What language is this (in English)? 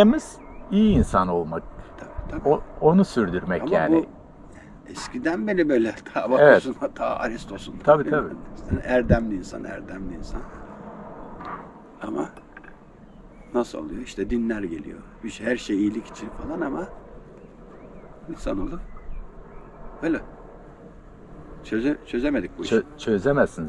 Turkish